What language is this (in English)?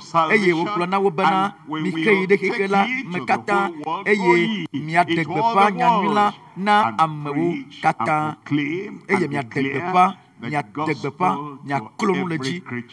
Ewe